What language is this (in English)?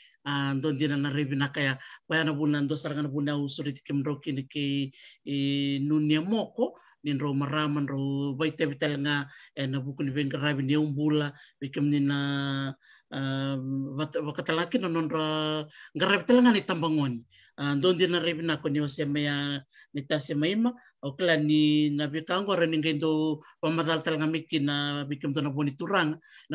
Fijian